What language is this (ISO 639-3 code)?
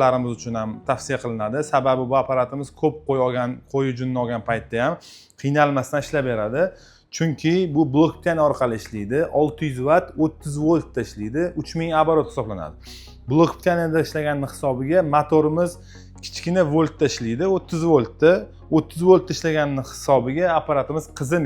uzb